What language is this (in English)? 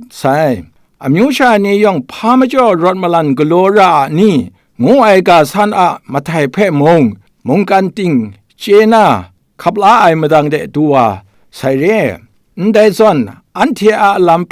Kachin